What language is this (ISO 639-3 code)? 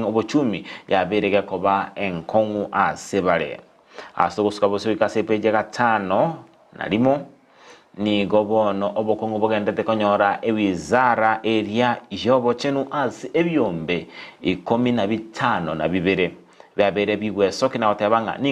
guz